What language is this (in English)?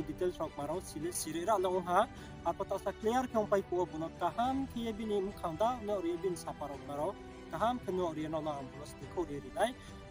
Riang (India)